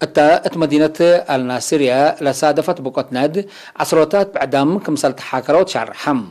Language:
Tigre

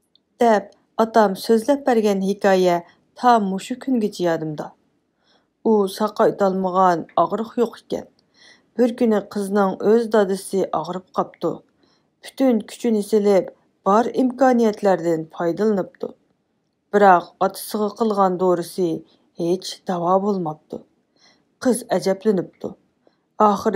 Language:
Uyghur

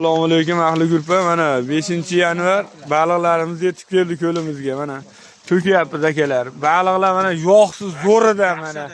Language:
Uzbek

